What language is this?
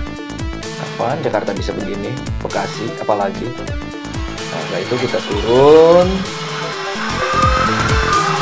Indonesian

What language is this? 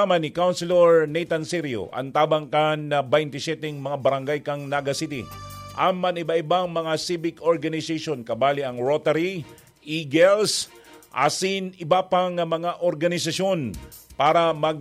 Bikol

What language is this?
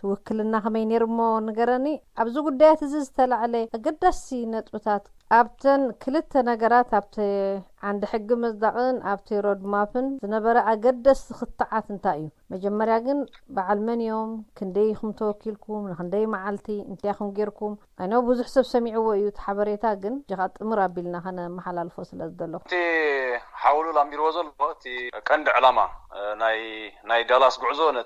Tigrinya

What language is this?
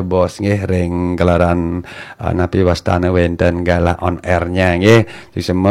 Balinese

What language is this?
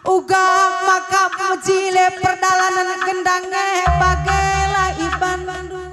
Batak Karo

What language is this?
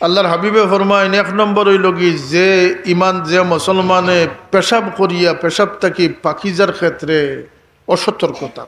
Sylheti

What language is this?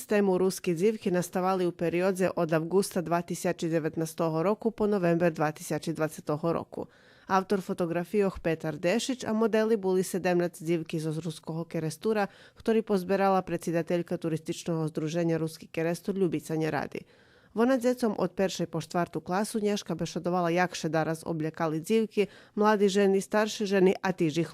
Rusyn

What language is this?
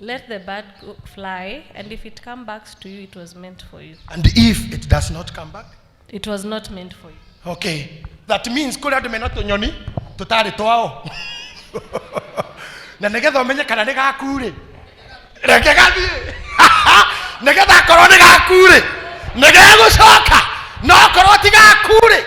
Kikuyu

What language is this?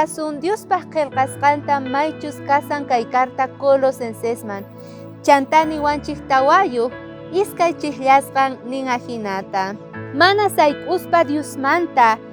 South Bolivian Quechua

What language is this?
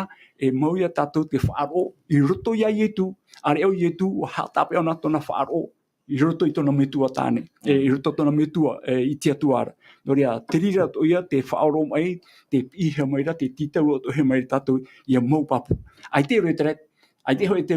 Tahitian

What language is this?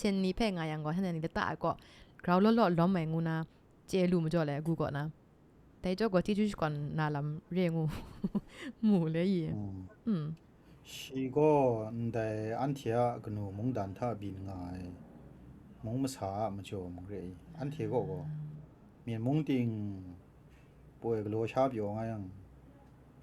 Kachin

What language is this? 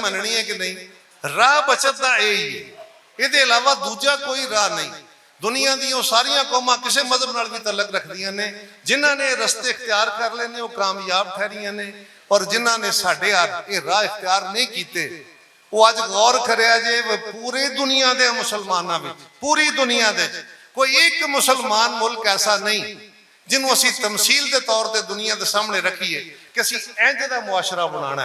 Western Panjabi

